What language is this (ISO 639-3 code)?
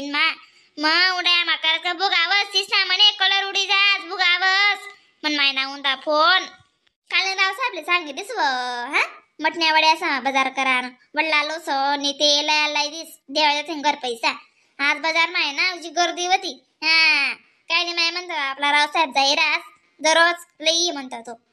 khn